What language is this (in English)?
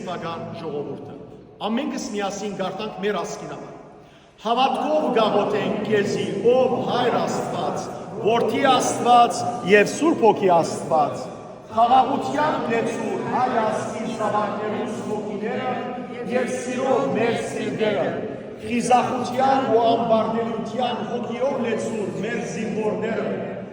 Western Armenian